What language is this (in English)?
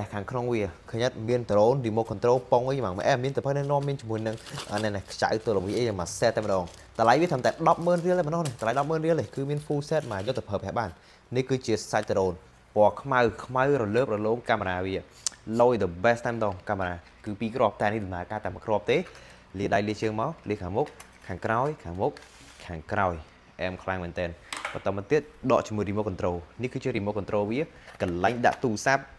Khmer